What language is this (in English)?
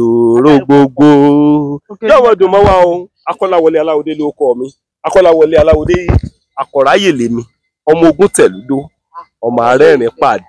Yoruba